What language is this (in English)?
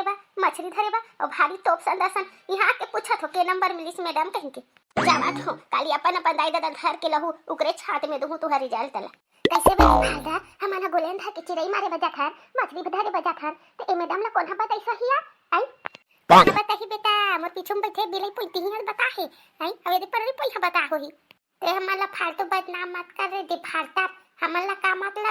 Chhattisgarhi